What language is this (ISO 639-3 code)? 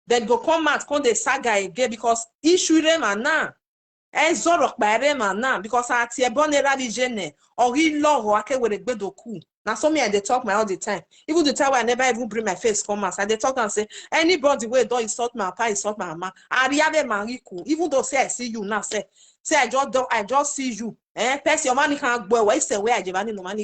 pcm